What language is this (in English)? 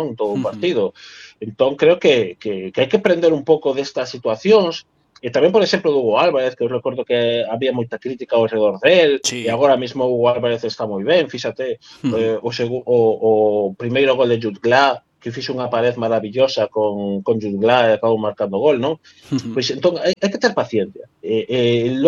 Galician